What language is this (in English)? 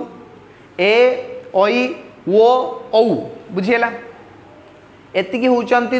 Odia